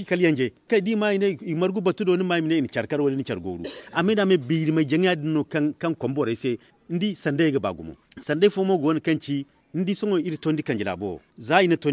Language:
Zarma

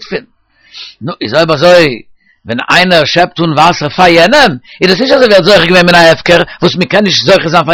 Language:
Yiddish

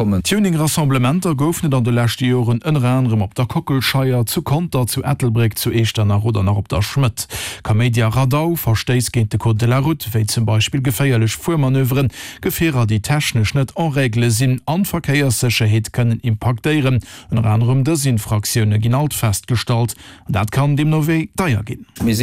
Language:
Luxembourgish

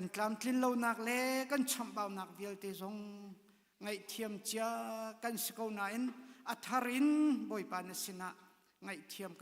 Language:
Hakha Chin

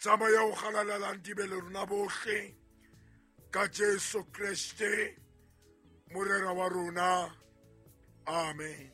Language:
Southern Sotho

